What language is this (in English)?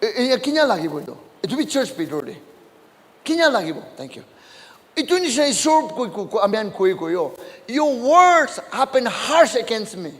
Naga Pidgin